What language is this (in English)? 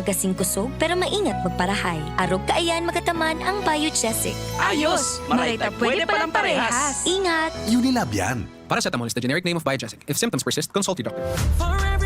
Bikol